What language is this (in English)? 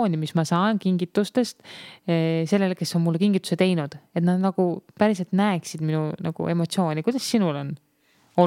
Estonian